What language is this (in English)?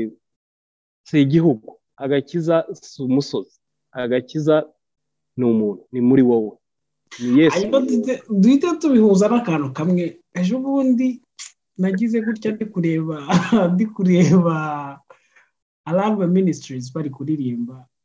Kinyarwanda